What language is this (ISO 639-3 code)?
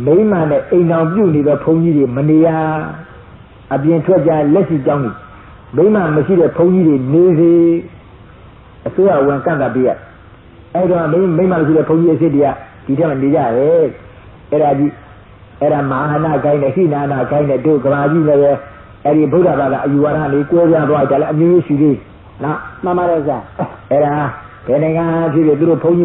mya